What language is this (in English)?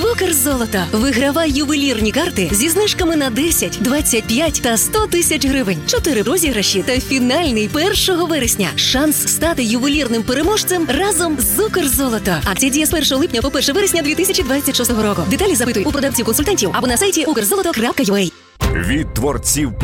Ukrainian